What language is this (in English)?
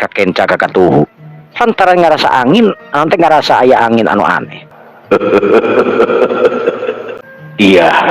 Sundanese